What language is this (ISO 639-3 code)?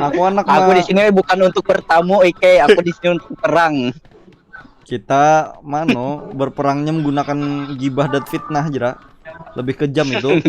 bjn